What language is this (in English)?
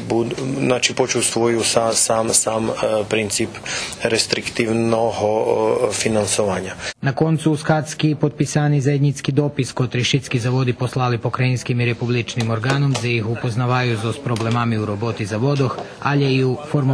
Rusyn